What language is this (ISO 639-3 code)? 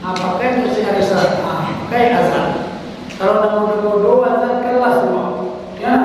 min